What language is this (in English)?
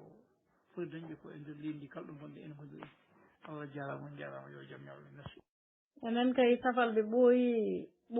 Fula